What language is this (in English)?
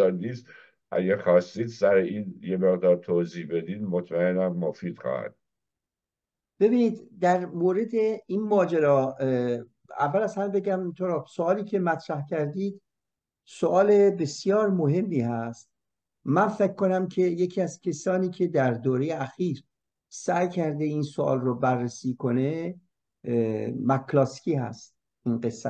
Persian